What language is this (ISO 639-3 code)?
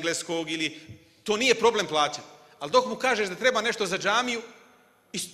bos